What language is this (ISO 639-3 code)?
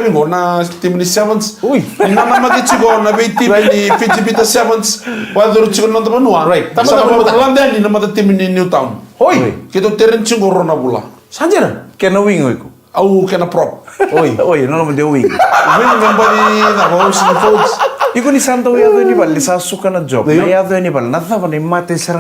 fij